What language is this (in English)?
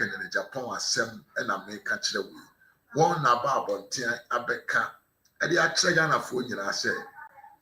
Akan